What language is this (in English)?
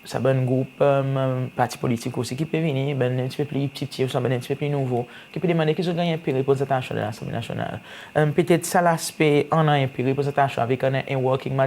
Seselwa Creole French